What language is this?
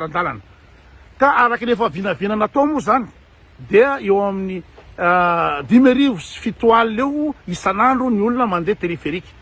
Malagasy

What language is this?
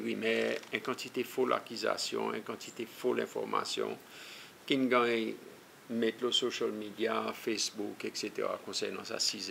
Seselwa Creole French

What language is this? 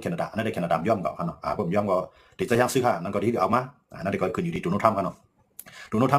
Shan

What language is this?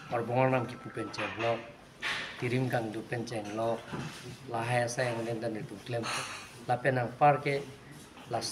Karbi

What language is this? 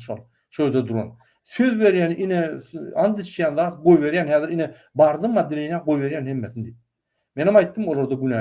Turkmen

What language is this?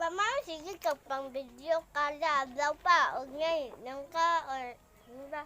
Cebuano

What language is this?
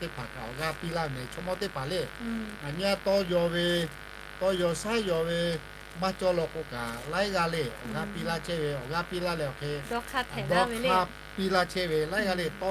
Lahu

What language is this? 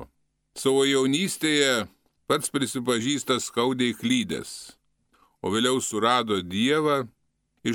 Lithuanian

